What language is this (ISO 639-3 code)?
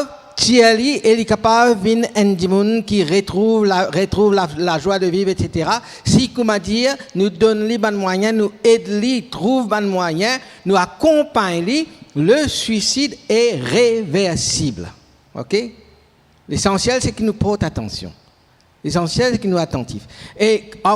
mfe